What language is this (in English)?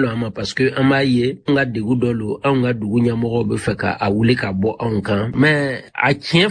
Bambara